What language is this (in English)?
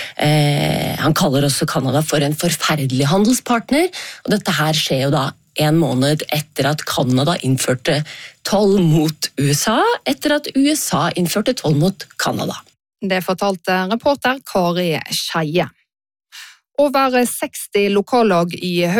Norwegian